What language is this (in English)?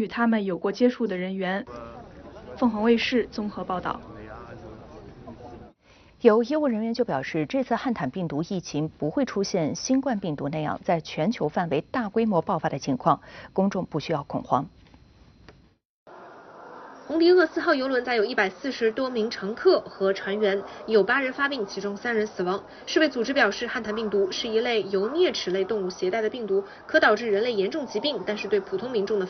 Chinese